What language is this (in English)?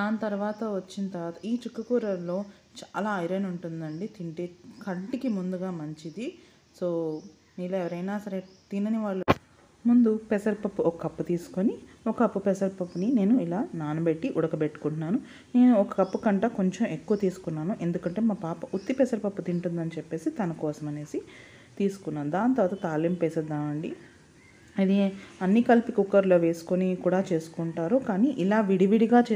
Telugu